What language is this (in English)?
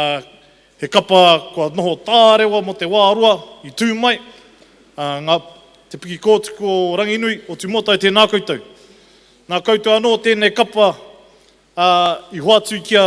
Māori